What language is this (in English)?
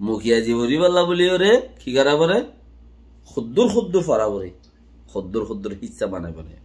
Rohingya